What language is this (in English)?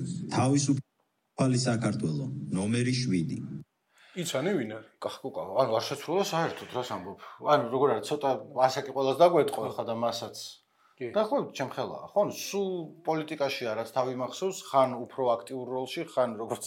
Georgian